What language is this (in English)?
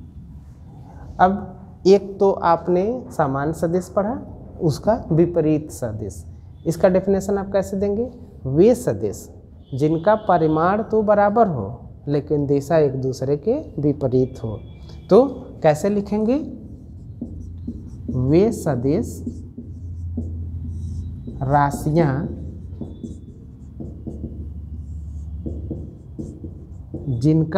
Hindi